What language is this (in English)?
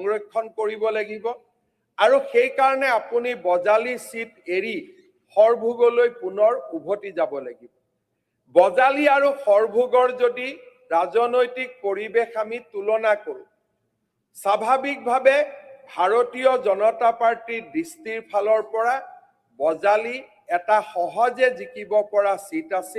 Assamese